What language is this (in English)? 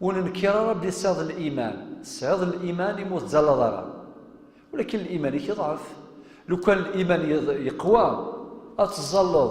Kabyle